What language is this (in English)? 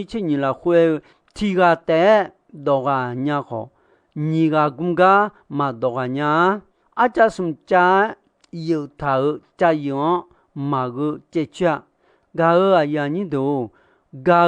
Akha